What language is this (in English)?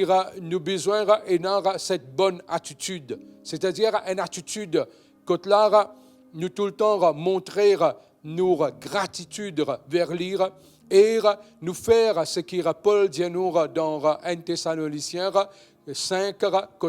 Morisyen